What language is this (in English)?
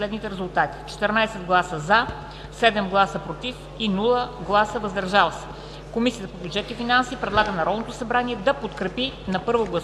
Bulgarian